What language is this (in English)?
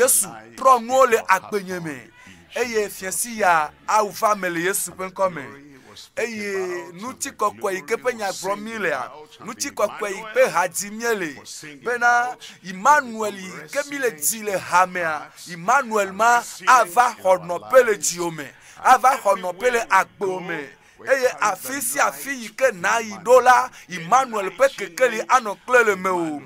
Ewe